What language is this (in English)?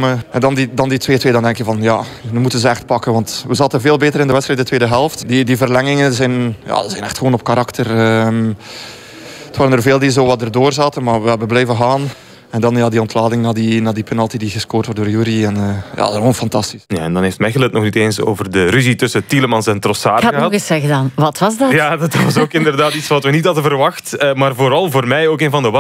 Dutch